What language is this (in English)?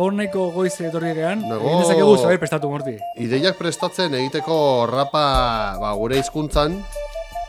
Basque